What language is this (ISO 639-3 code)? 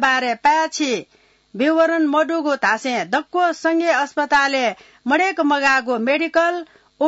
new